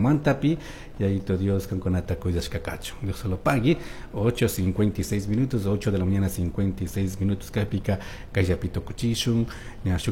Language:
Chimborazo Highland Quichua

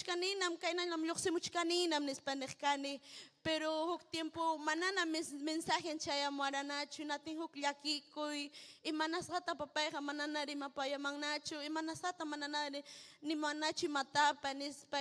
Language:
Ayacucho Quechua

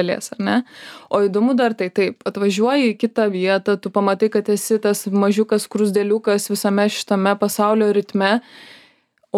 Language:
Lithuanian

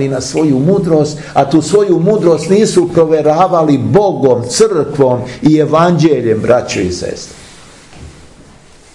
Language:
Serbian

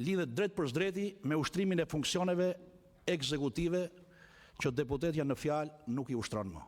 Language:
Albanian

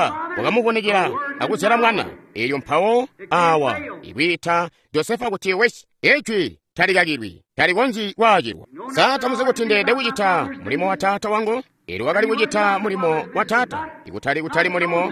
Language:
Tonga (Zambia)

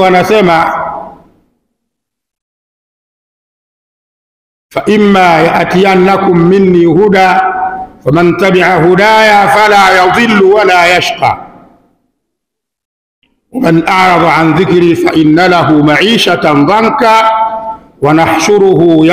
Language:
Swahili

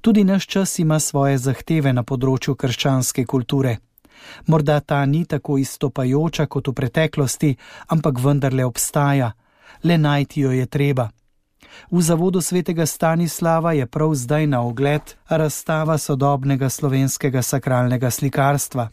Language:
Slovenian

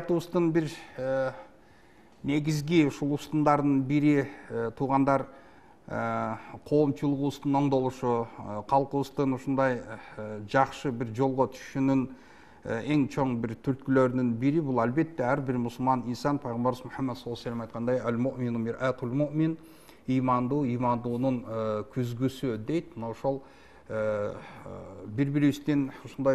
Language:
Kyrgyz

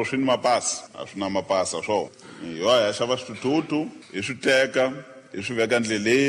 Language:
Tsonga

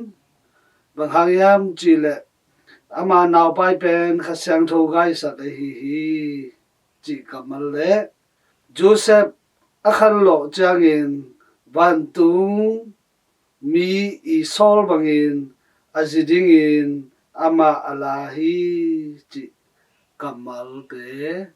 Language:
Tedim Chin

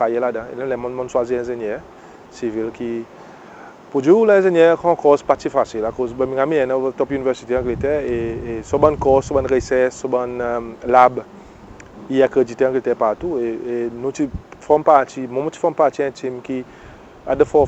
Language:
Seselwa Creole French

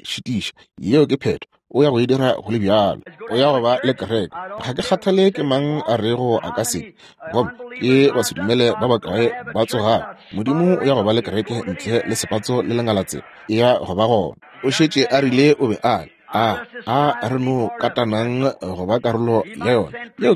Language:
Northern Sotho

